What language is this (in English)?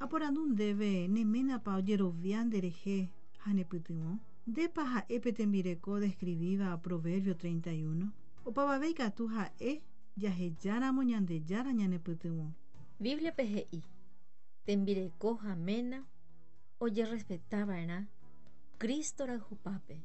Guarani